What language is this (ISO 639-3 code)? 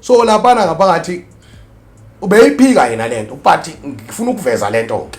zul